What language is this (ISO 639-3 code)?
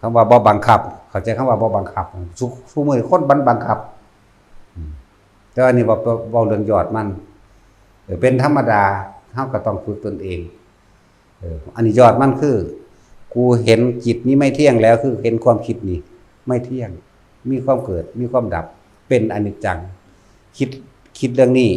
tts